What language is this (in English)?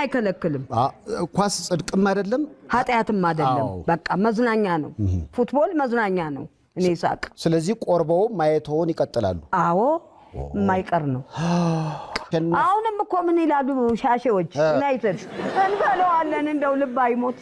Amharic